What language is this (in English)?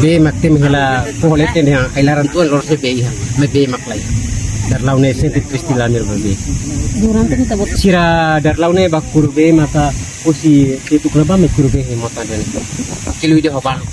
Tetum